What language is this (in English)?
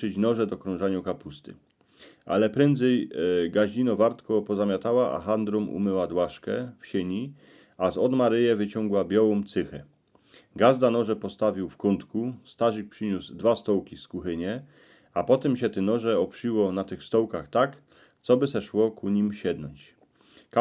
Silesian